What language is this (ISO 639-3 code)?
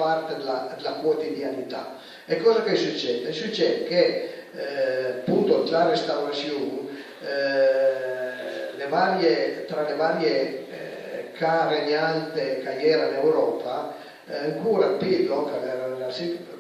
pms